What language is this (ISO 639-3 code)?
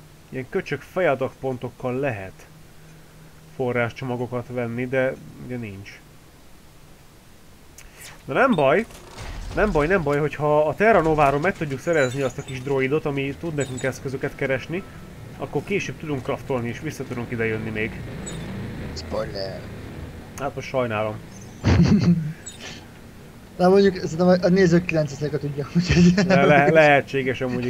hun